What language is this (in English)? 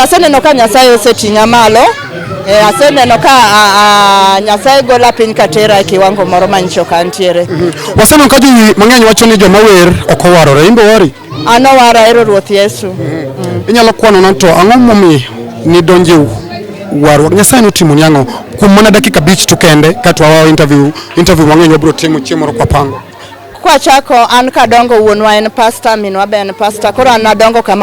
Luo (Kenya and Tanzania)